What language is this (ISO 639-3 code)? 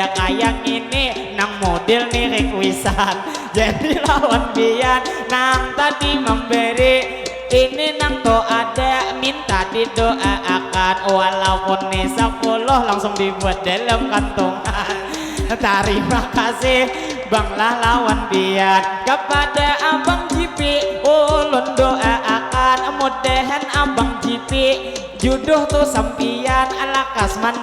bjn